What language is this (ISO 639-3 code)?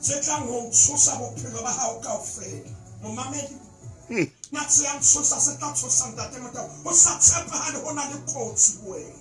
sot